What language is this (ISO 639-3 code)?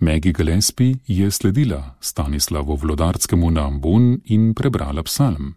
slv